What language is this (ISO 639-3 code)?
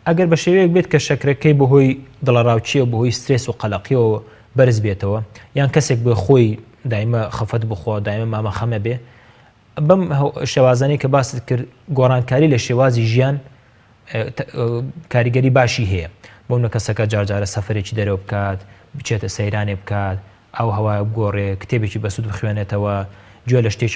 ckb